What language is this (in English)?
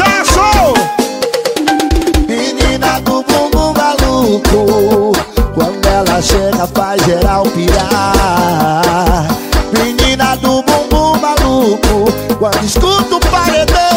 Portuguese